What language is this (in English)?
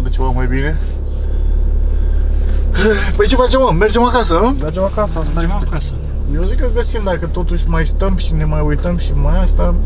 Romanian